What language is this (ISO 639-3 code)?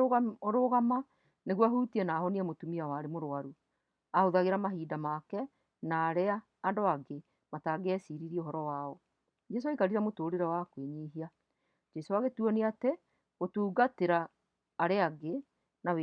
kik